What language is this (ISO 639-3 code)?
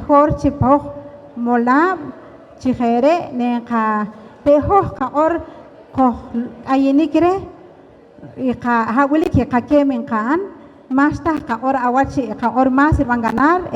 poh